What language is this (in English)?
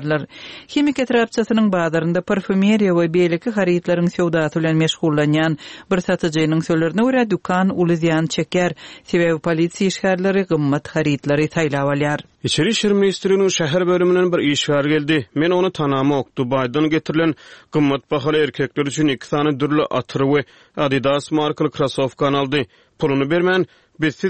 Turkmen